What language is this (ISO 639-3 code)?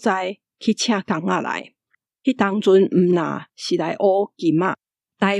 nan